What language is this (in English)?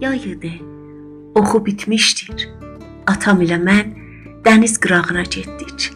South Azerbaijani